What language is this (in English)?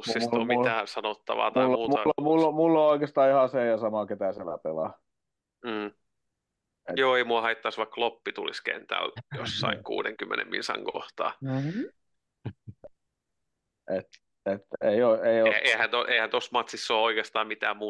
Finnish